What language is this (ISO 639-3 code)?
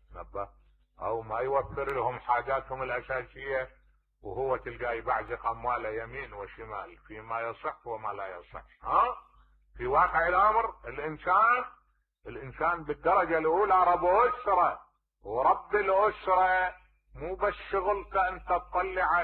acm